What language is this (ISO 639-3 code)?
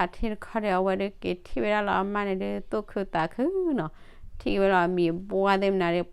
ksw